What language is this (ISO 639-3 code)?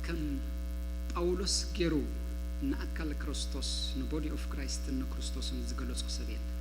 tir